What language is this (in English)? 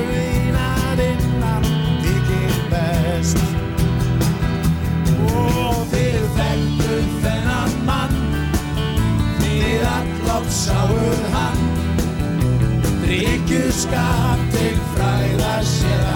Icelandic